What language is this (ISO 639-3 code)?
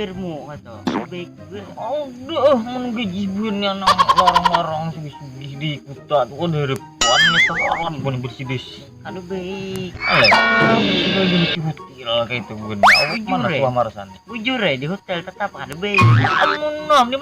bjn